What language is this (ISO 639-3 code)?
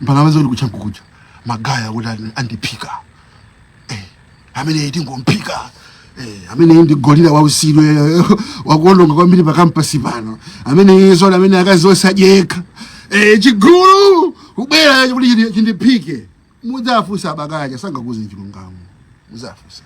nya